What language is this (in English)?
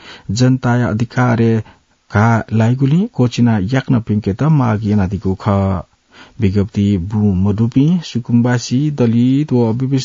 Newari